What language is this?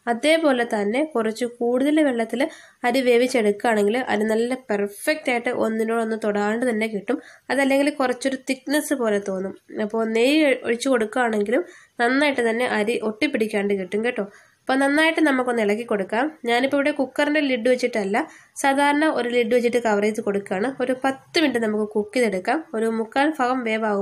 Malayalam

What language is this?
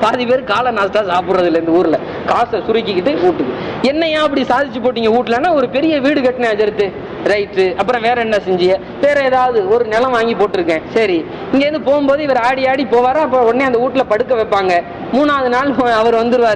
Tamil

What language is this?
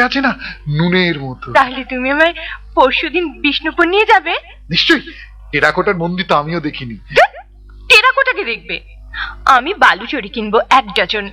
Bangla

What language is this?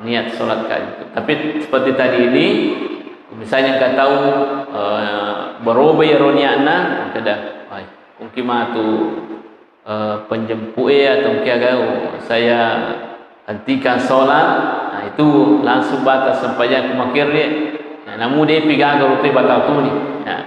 Buginese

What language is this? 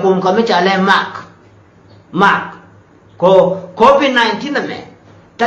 Nuer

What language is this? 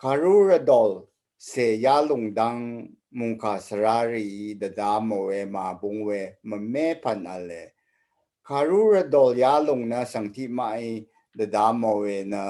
Rawang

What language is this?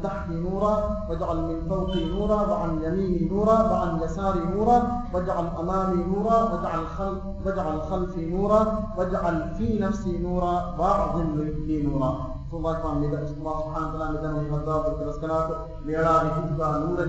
Divehi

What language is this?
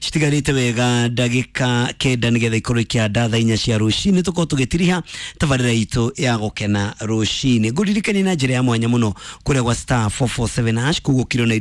Kikuyu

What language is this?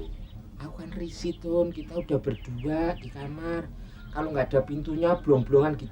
Betawi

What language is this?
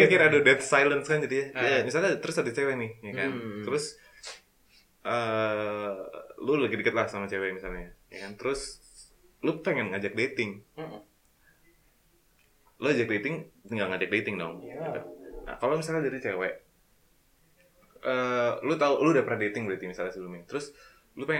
Indonesian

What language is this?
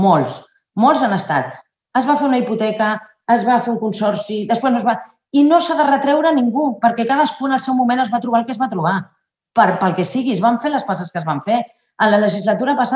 Catalan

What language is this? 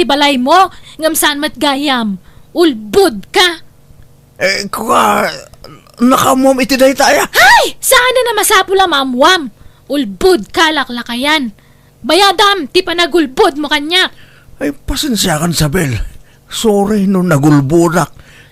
Iloko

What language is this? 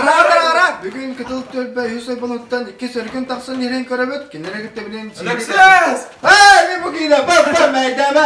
Yakut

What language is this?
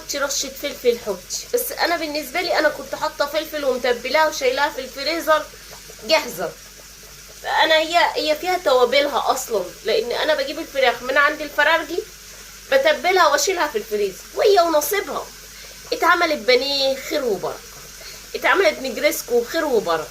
Egyptian Arabic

